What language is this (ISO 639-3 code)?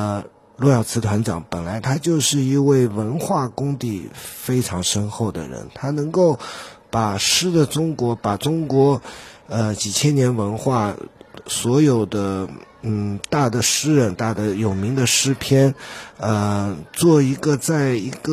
zho